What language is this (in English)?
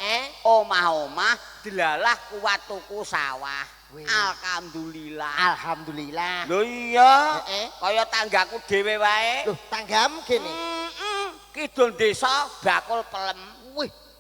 Javanese